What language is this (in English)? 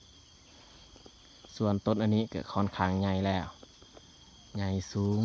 Lao